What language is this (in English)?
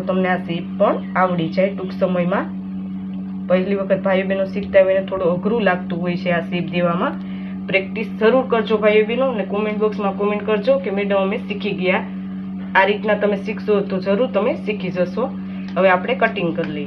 Gujarati